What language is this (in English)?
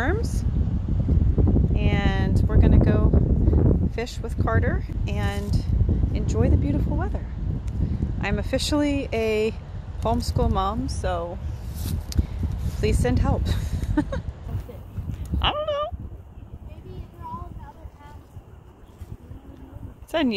English